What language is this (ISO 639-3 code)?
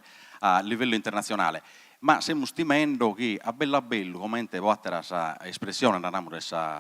srd